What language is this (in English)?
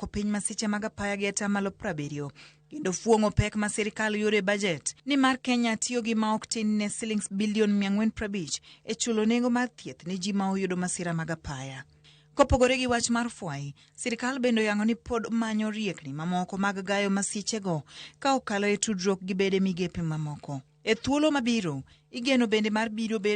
Luo (Kenya and Tanzania)